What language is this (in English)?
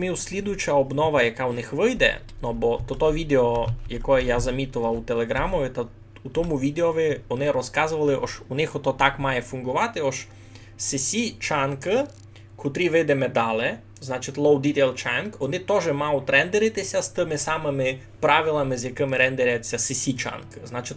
Rusyn